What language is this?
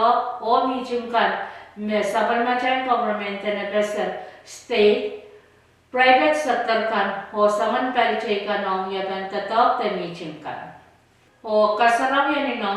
Pohnpeian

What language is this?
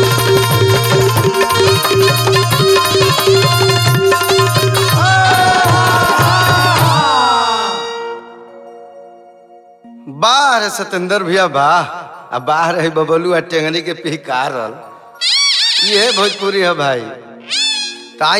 Bhojpuri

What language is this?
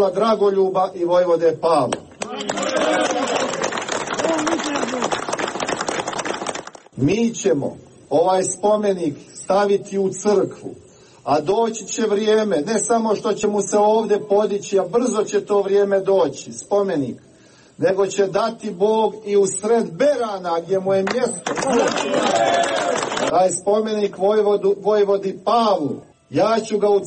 Serbian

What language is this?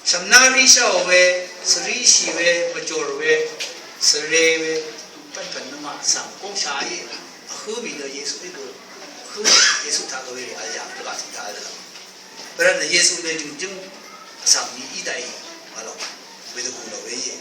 Rawang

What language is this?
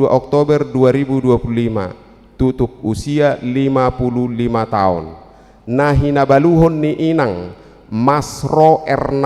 Batak Toba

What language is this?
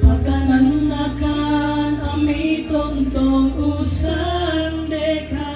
Toraja-Sa'dan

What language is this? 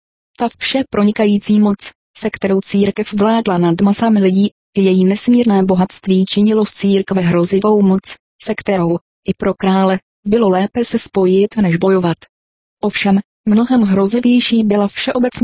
Czech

